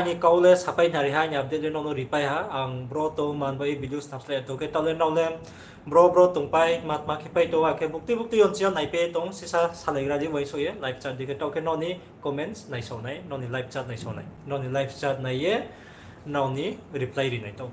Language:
Riang (India)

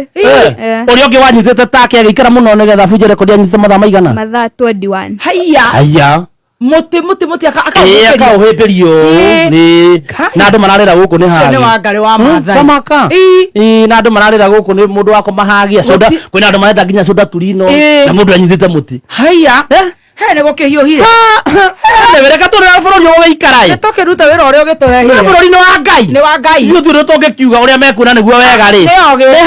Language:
Kikuyu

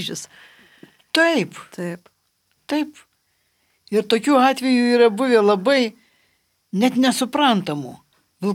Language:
Lithuanian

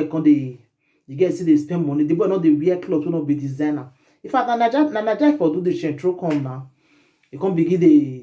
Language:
Nigerian Pidgin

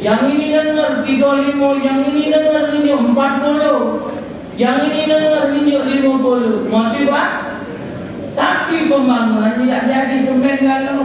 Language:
Musi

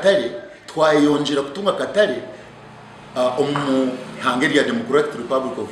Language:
Nyankole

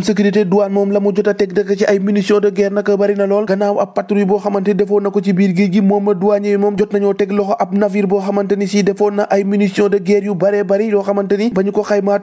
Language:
Wolof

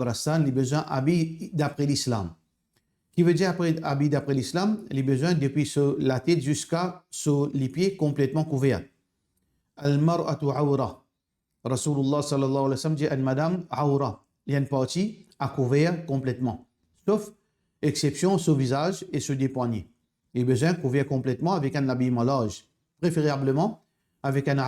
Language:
Morisyen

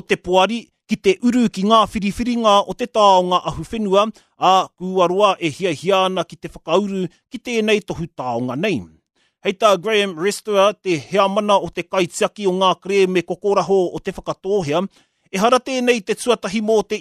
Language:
Māori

